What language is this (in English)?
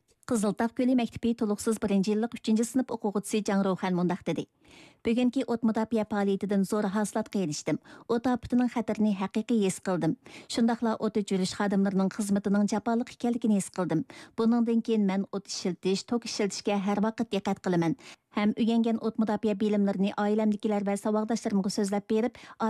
Uyghur